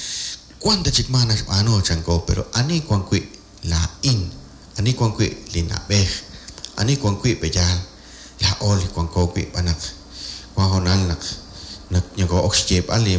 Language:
Kekchí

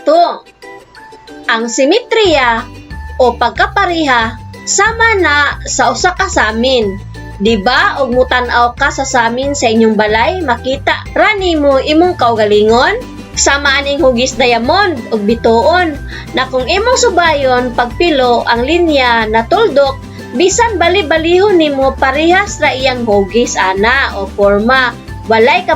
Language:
Cebuano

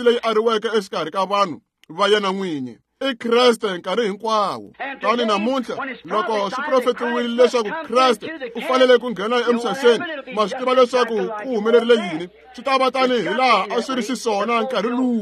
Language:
Tsonga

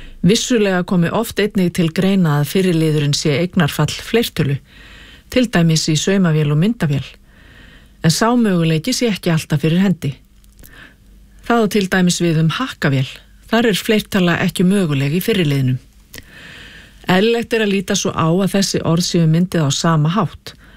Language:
Icelandic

